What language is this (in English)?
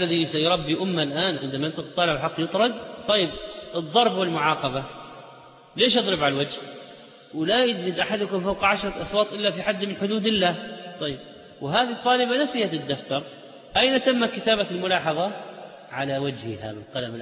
Arabic